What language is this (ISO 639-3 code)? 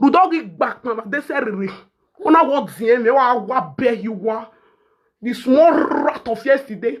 pcm